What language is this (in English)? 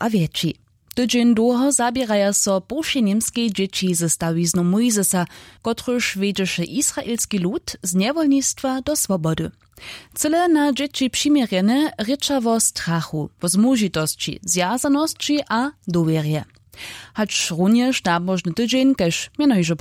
Upper Sorbian